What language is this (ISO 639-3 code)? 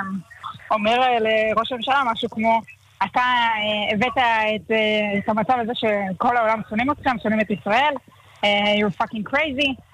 heb